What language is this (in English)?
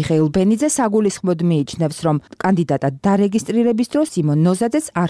Georgian